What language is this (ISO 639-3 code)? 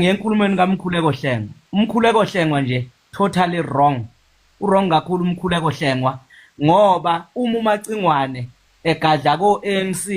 zul